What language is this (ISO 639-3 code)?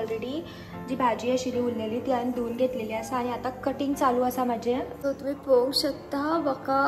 kok